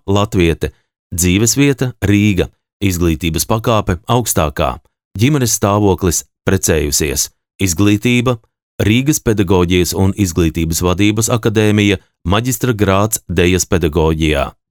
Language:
Latvian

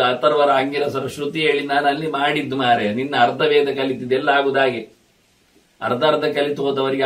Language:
Kannada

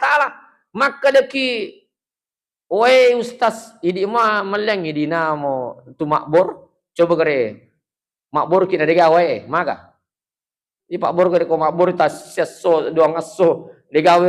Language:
Buginese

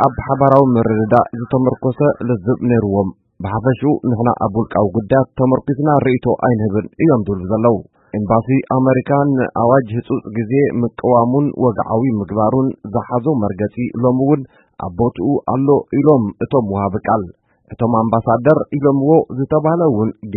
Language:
Tigrinya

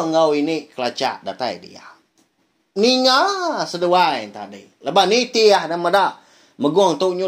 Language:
Iban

